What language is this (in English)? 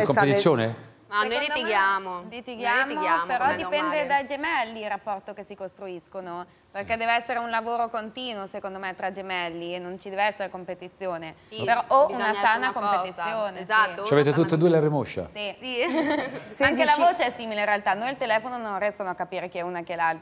Italian